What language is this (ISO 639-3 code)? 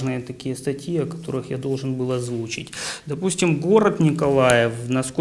rus